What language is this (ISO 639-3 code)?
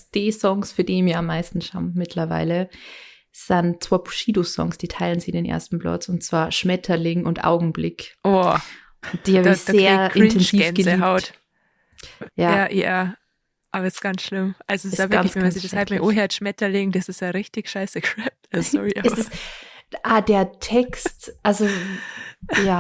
bar